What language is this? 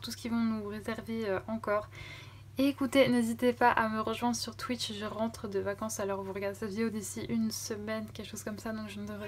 French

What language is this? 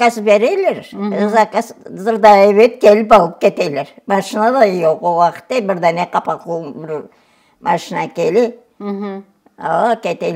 Crimean Tatar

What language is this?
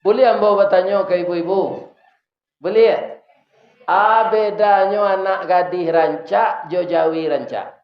Minangkabau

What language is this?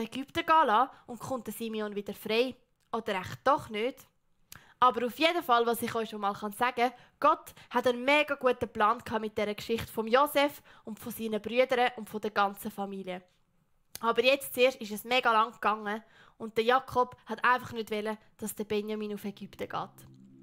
Swiss German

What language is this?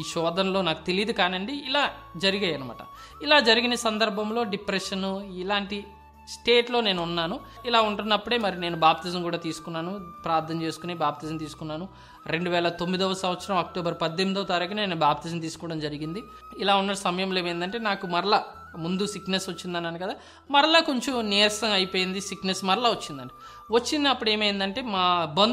Telugu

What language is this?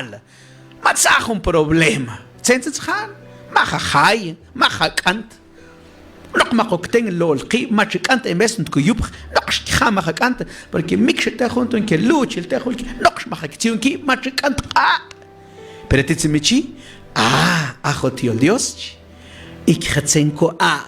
Mam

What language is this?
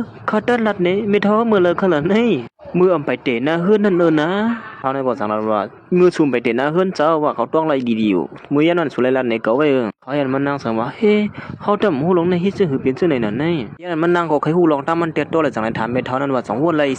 Shan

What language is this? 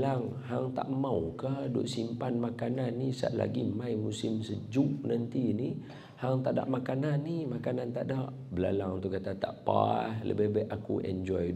Malay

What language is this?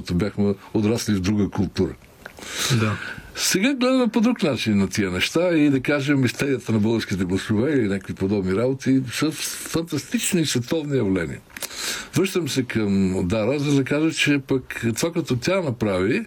Bulgarian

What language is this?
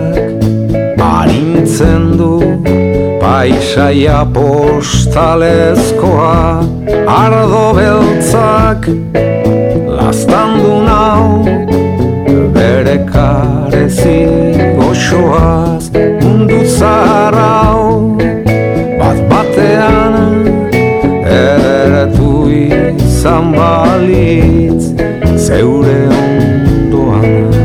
Basque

